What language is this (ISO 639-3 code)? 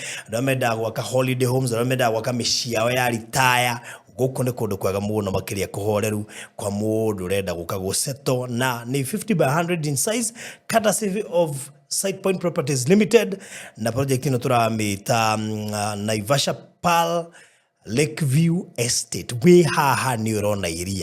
kik